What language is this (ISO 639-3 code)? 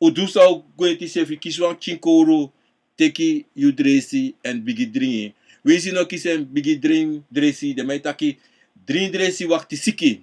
srn